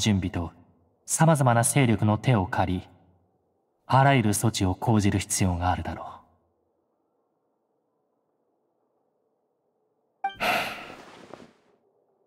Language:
Japanese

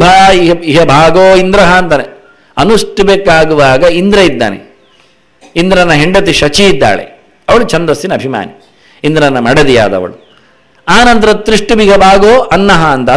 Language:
Kannada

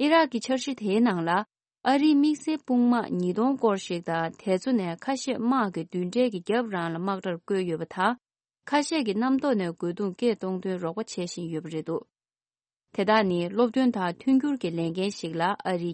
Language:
Tibetan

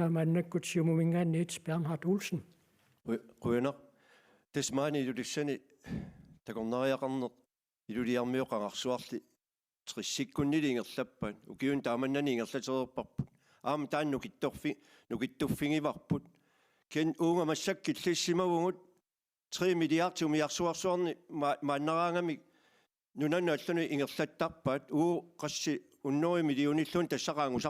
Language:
Kalaallisut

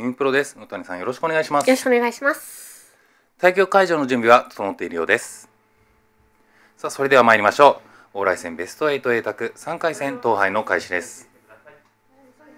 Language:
Japanese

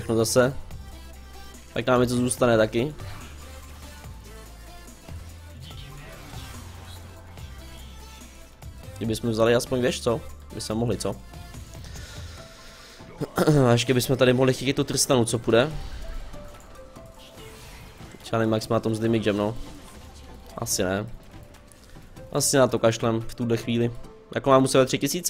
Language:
Czech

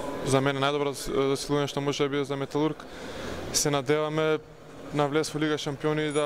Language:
Macedonian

